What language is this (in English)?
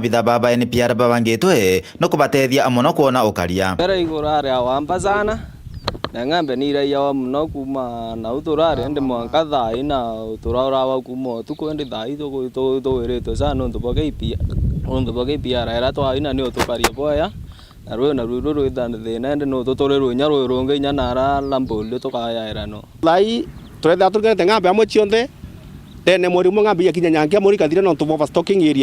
Meru